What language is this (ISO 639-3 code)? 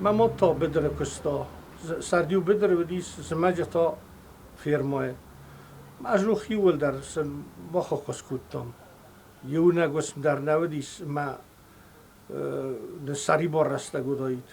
oss